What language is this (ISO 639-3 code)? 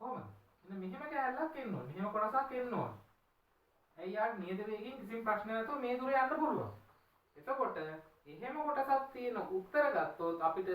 sin